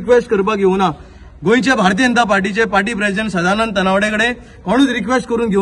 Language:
Konkani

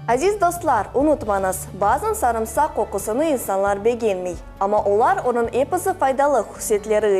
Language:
Crimean Tatar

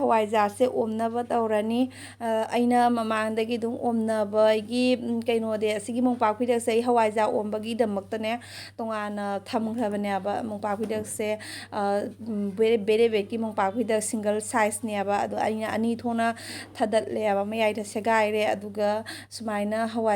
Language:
Manipuri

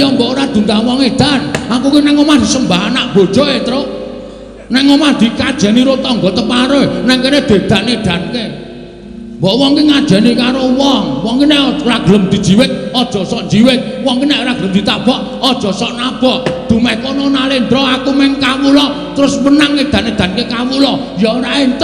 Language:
Javanese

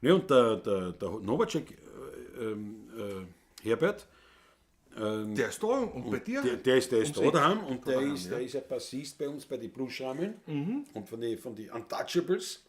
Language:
Bavarian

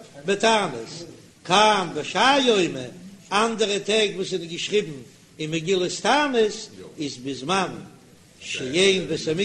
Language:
Yiddish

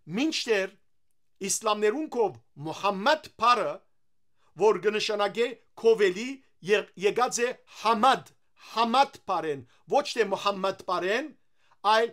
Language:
Western Armenian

